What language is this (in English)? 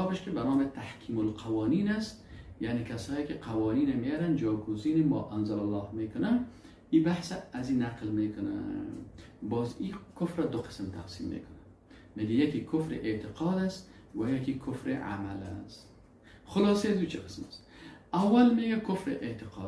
Persian